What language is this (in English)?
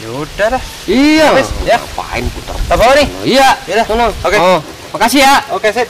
Betawi